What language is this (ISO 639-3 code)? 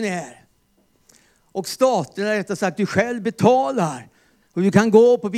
swe